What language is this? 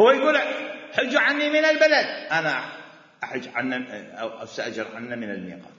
Mesopotamian Arabic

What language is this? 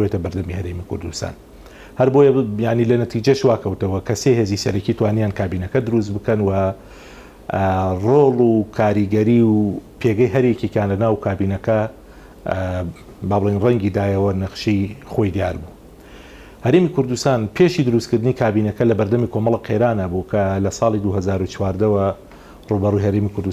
Central Kurdish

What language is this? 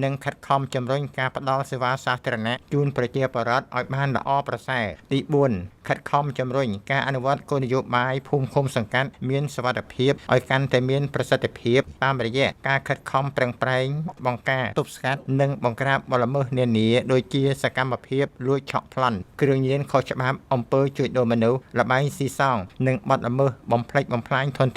Khmer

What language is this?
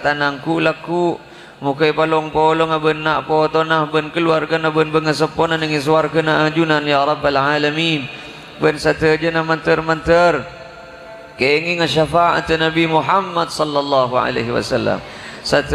Madurese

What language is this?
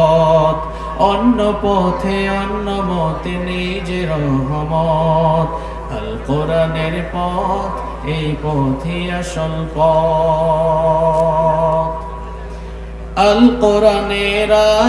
Bangla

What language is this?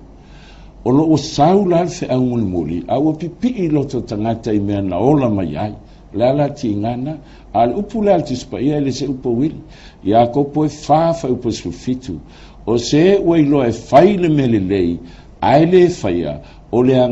Samoan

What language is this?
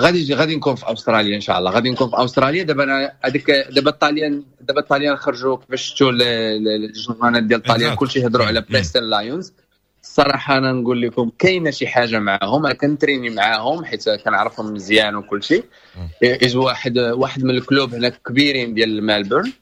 Moroccan Arabic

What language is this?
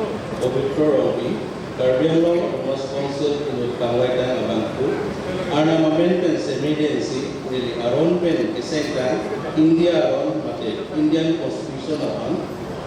Karbi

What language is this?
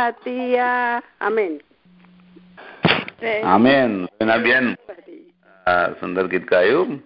Gujarati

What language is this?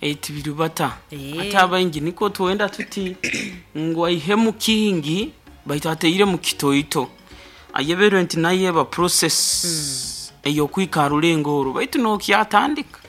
Nyoro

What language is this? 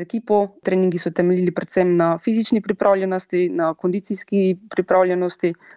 Slovenian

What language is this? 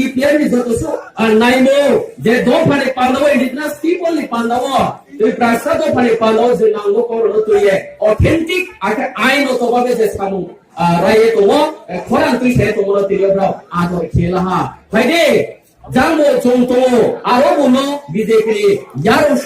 Riang (India)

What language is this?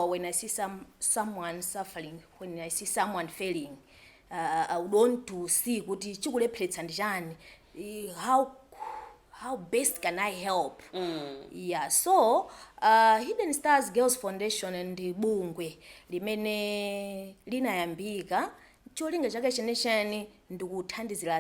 Nyanja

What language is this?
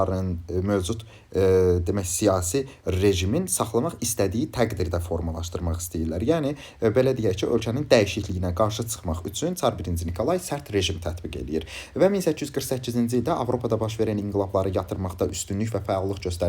Azerbaijani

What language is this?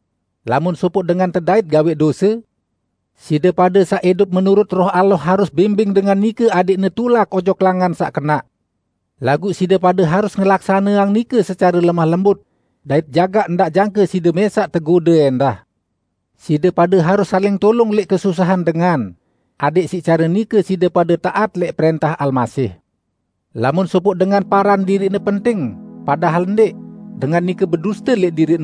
Sasak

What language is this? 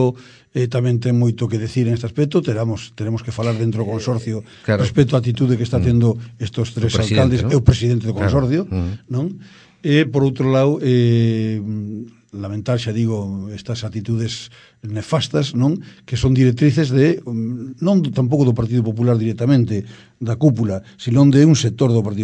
Galician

